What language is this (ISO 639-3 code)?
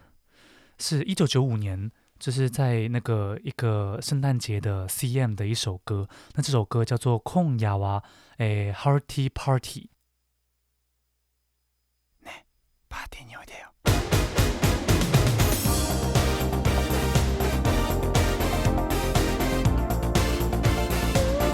zho